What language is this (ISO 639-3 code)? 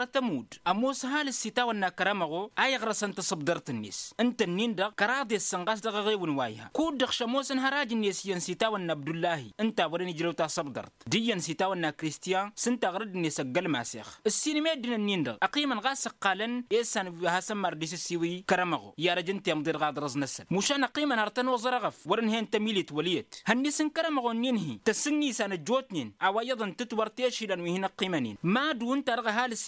taq